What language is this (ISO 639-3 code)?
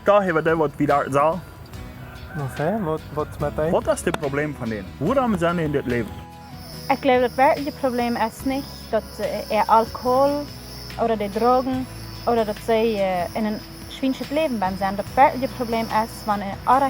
pdt